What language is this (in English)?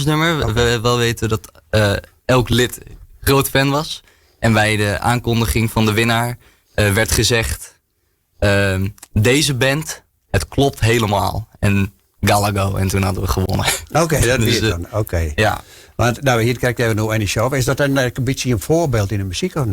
Western Frisian